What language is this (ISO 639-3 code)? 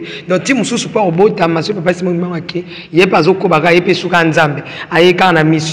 lin